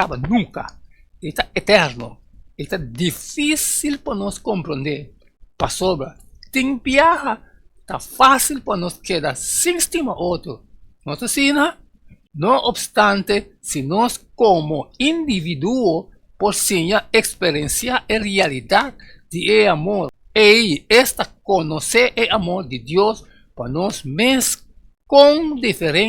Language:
Papiamento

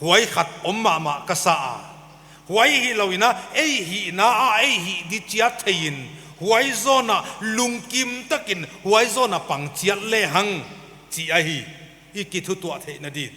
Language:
Paite Chin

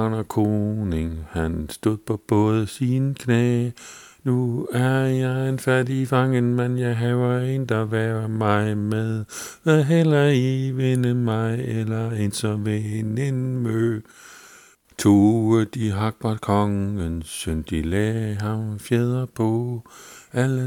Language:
Danish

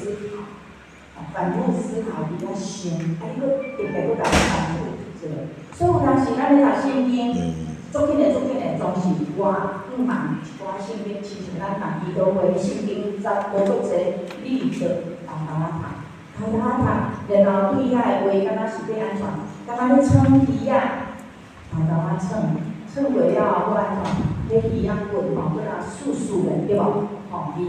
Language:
Min Nan Chinese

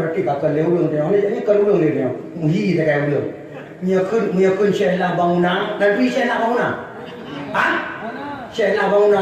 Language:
Achinese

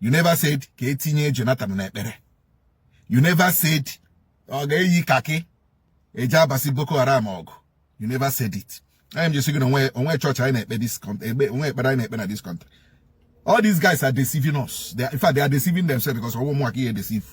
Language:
Igbo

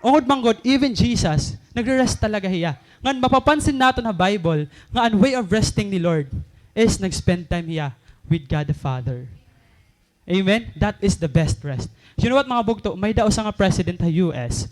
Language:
Waray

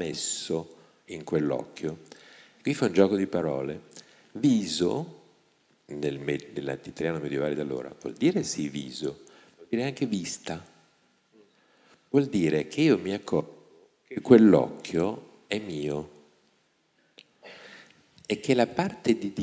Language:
Italian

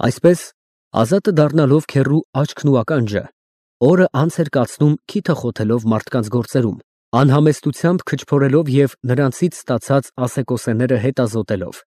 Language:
Armenian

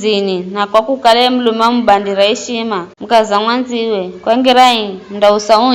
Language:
Giryama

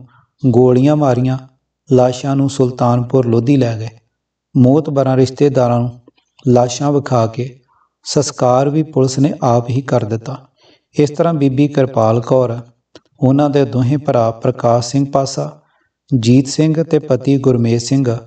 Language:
Punjabi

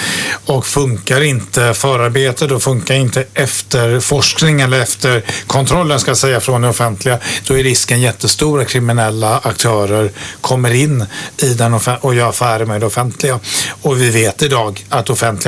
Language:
Swedish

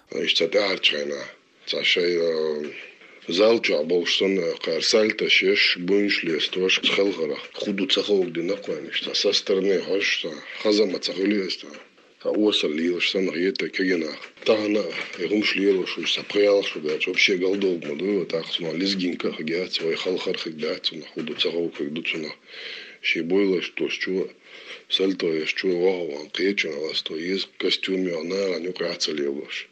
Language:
Chechen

